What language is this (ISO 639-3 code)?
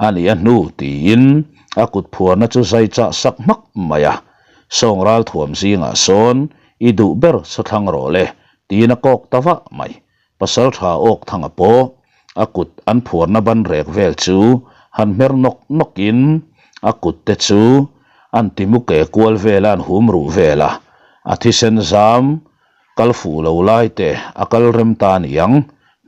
lus